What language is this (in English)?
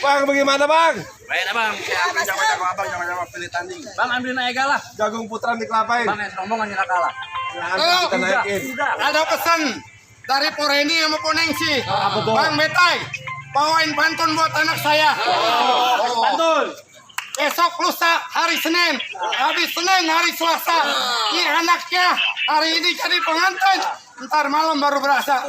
Betawi